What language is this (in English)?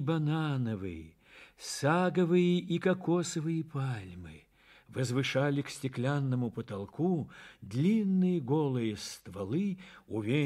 Russian